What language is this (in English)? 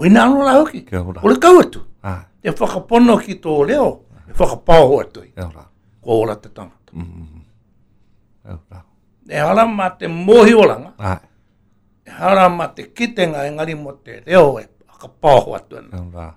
Māori